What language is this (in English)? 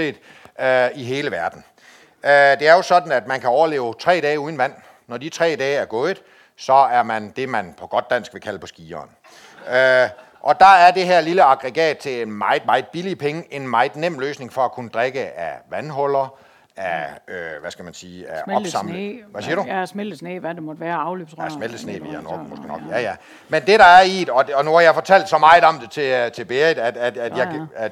Danish